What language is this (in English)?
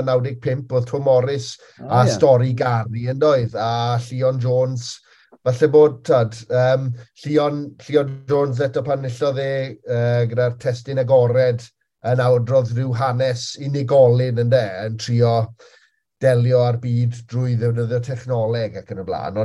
Welsh